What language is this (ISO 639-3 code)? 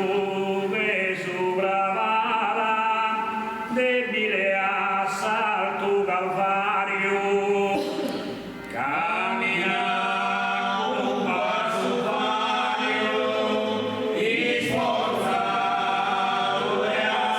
srd